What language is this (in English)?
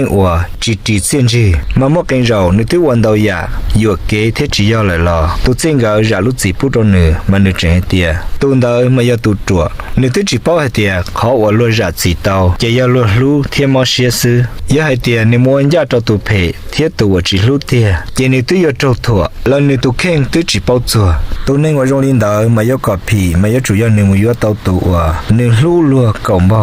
Hmong